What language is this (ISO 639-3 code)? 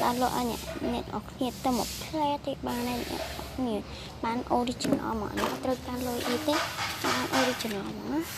khm